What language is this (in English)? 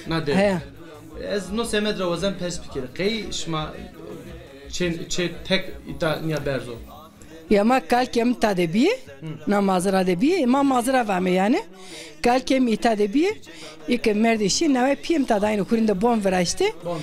Zaza